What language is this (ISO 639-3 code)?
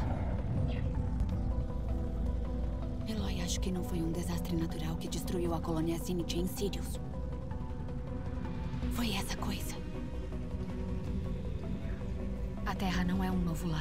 por